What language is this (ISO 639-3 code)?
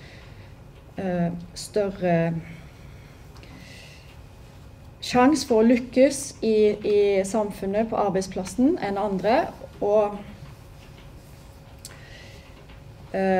nor